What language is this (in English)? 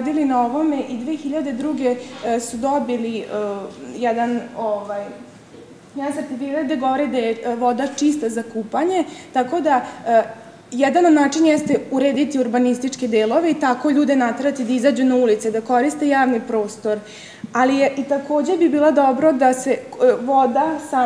Serbian